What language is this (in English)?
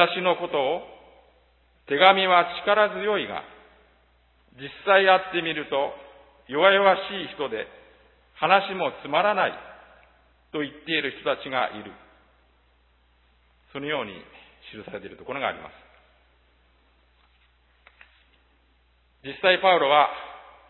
Japanese